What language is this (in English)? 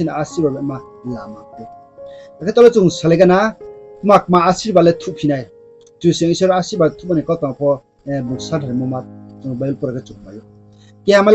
Riang (India)